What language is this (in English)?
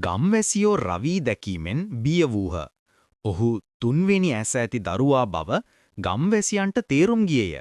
Sinhala